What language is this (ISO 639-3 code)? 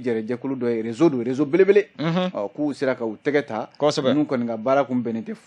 bam